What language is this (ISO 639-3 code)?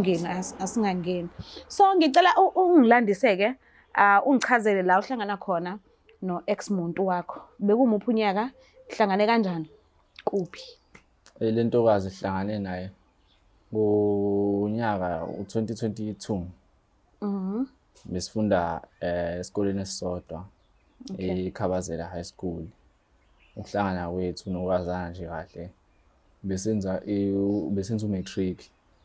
zul